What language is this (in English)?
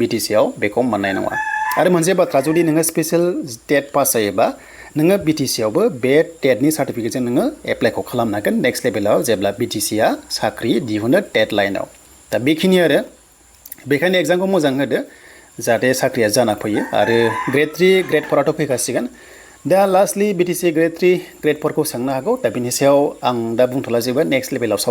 Bodo